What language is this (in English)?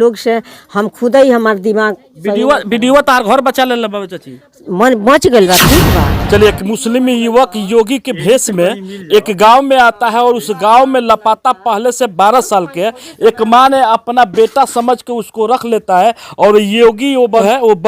Bhojpuri